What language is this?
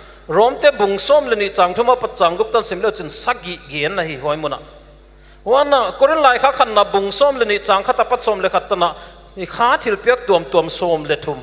Paite Chin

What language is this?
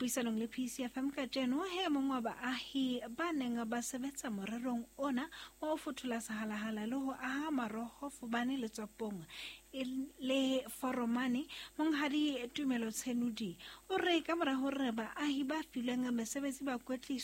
Southern Sotho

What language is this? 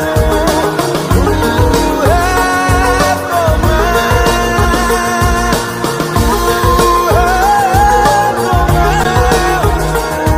Hindi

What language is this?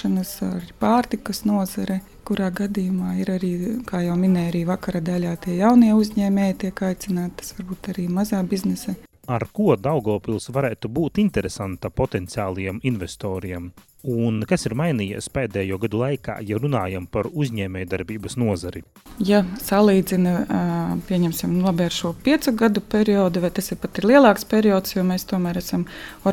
Latvian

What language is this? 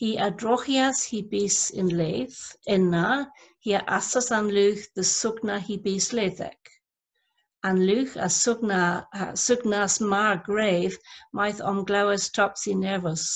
Cornish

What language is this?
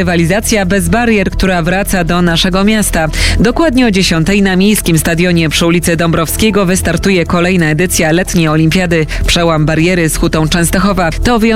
Polish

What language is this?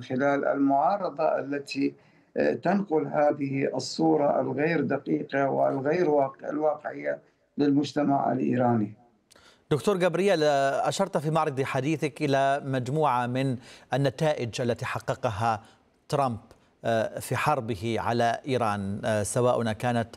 Arabic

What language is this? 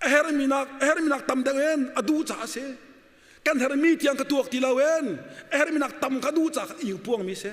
Hakha Chin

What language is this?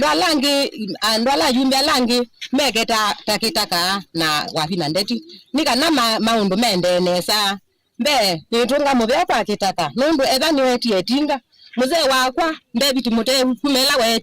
Kamba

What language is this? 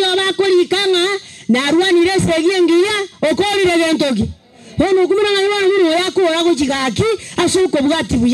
Gusii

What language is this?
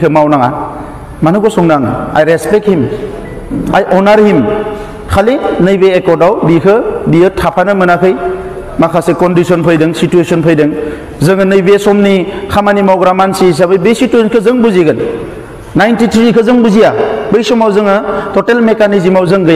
Bodo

